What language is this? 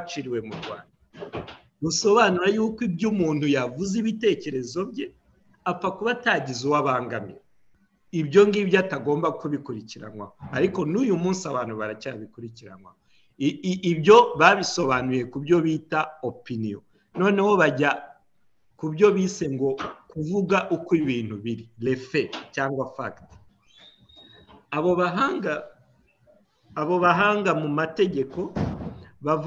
Kinyarwanda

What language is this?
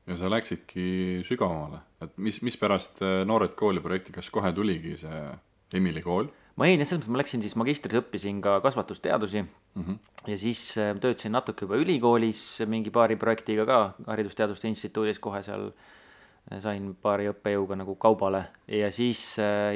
Estonian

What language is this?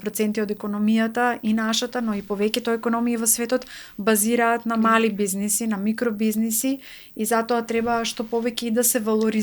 Macedonian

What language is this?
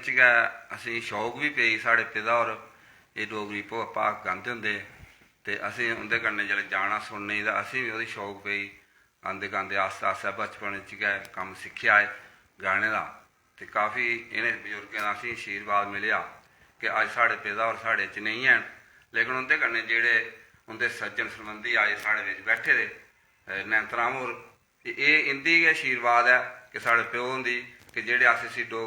Dogri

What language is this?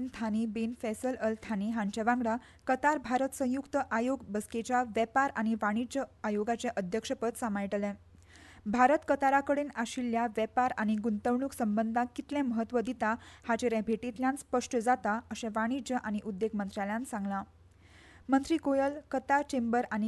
Konkani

